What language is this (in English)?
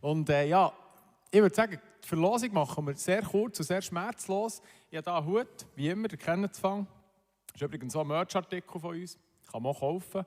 Swiss German